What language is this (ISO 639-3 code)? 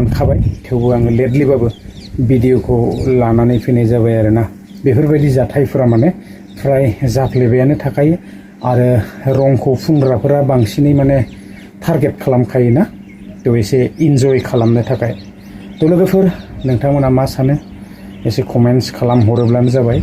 brx